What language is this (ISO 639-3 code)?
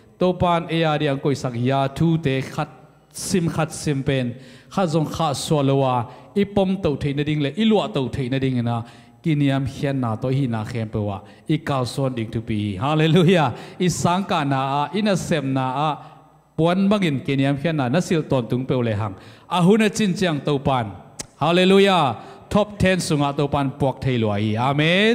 ctd